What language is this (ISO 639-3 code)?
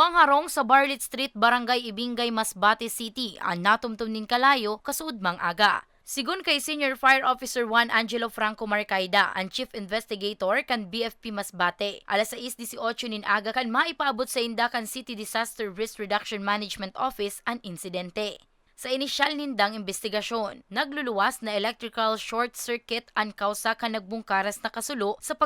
bik